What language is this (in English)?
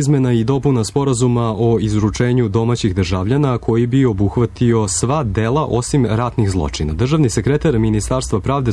Serbian